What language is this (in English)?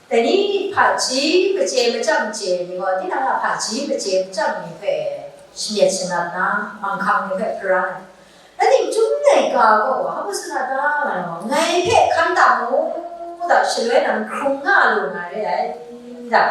Kachin